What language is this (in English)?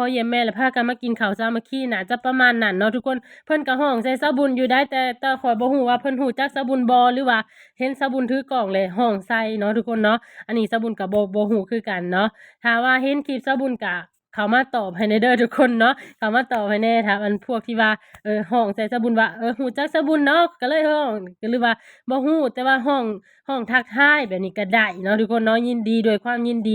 Lao